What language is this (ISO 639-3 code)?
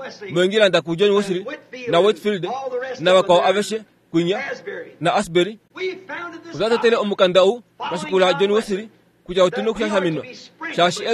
kua